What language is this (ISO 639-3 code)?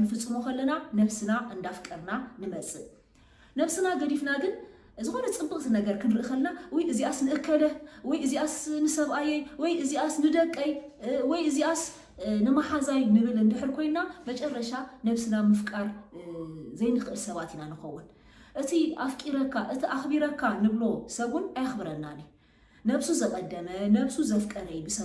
tir